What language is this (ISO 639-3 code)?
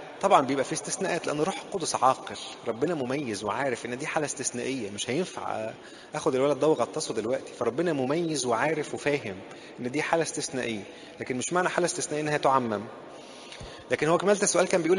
arz